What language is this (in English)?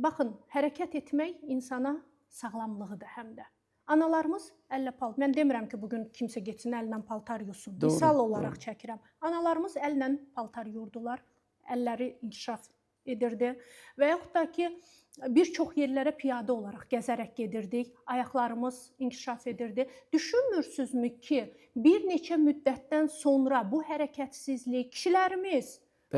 Azerbaijani